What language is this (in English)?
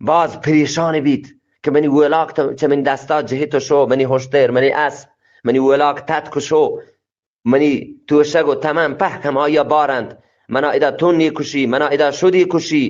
Eastern Balochi